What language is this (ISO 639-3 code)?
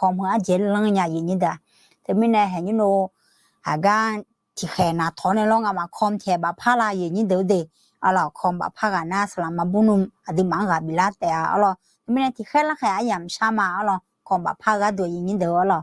ahk